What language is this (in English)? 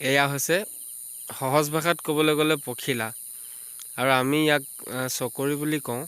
Assamese